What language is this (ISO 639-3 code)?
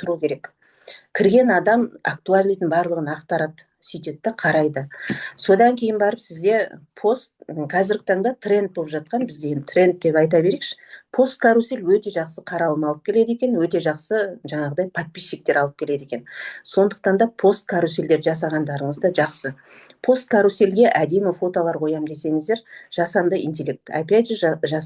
kaz